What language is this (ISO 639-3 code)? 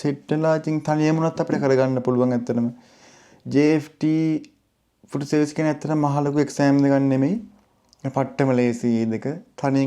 sin